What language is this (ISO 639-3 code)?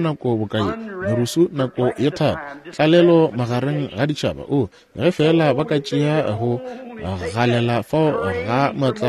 nso